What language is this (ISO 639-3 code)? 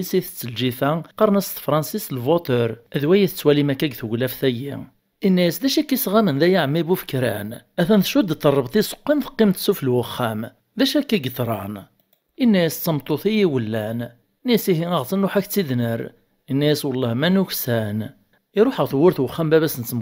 kab